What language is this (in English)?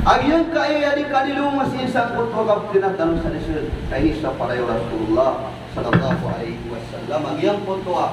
Maranao